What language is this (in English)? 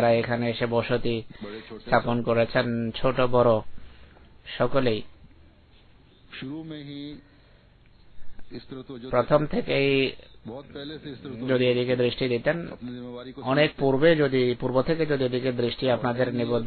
Bangla